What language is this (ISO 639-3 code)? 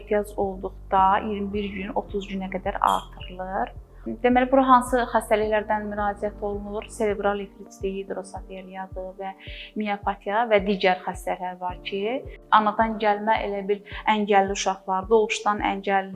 aze